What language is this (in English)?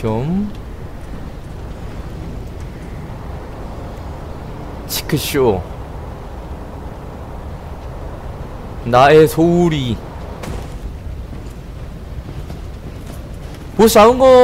Korean